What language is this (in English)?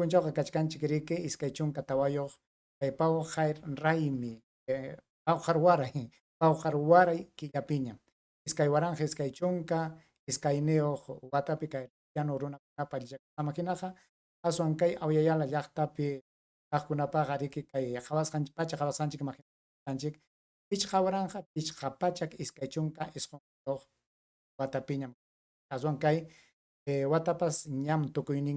Ayacucho Quechua